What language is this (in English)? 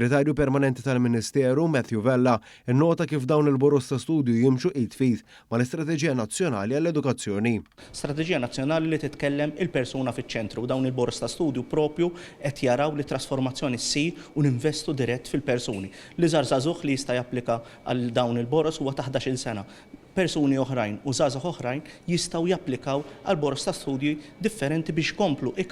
Maltese